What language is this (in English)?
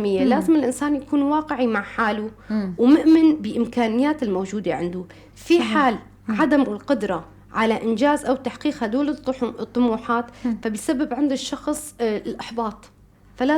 North Levantine Arabic